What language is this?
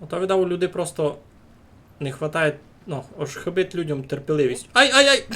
Rusyn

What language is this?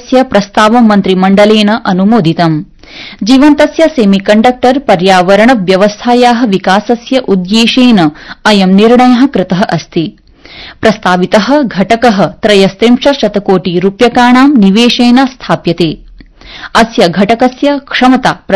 Sanskrit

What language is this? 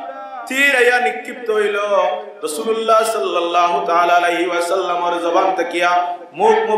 Sylheti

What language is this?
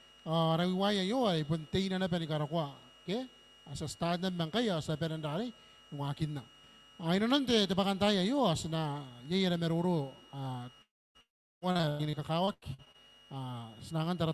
Gilbertese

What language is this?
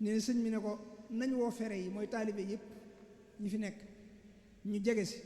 Wolof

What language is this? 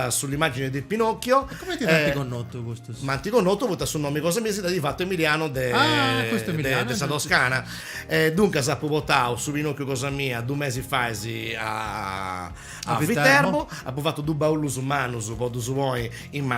Sardinian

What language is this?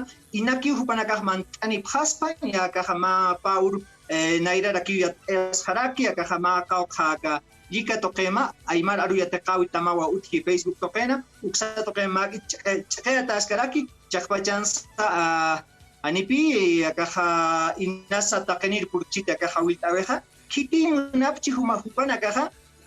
Aymara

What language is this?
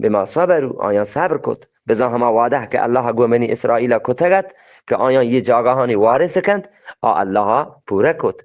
Eastern Balochi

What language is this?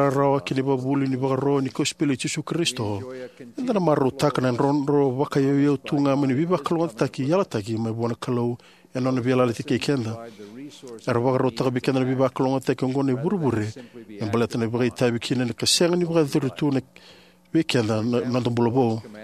Fijian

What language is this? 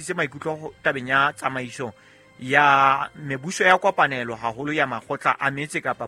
Southern Sotho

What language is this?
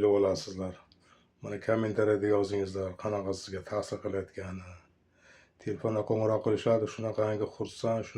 Uzbek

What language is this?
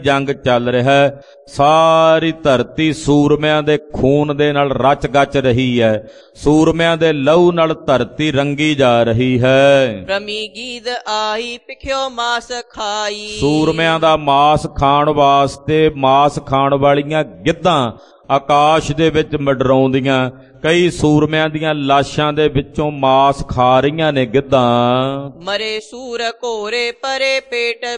Punjabi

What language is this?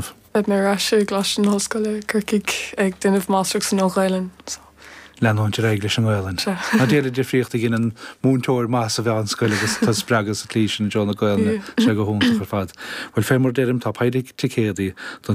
Irish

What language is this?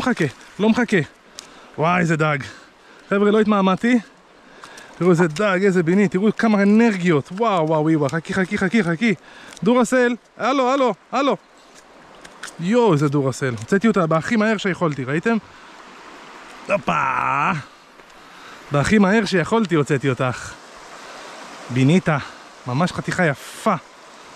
Hebrew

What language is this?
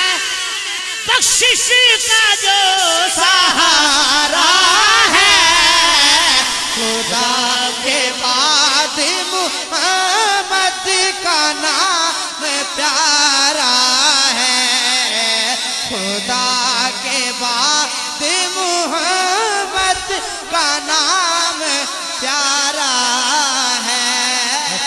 Urdu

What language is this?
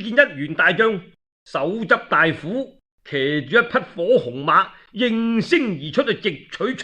Cantonese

